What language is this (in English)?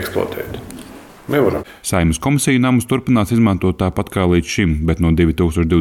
Latvian